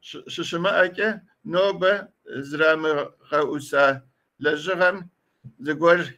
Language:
Kabardian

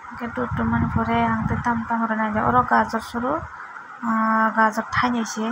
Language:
Kok Borok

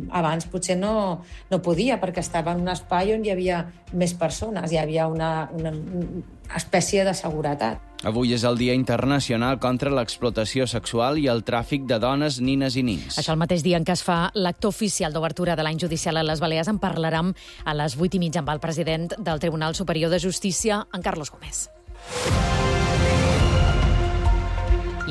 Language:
Catalan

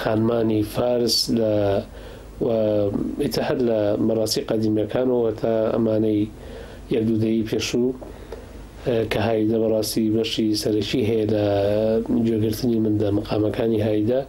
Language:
Central Kurdish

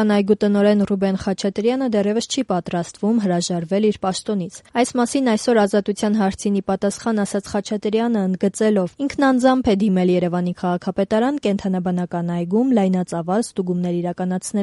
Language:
Armenian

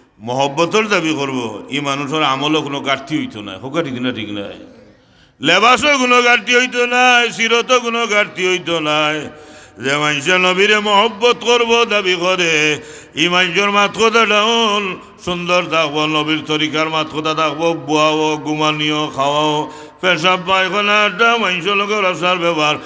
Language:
Sylheti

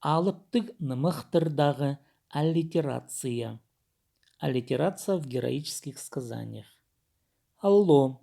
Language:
Khakas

